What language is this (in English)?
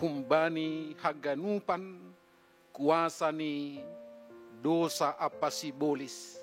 Batak Simalungun